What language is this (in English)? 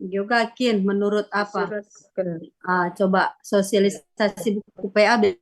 Batak Karo